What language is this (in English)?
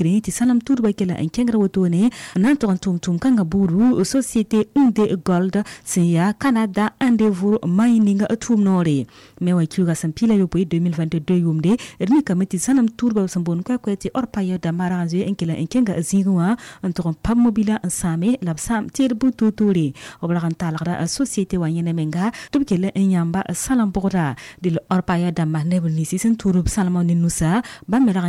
Mossi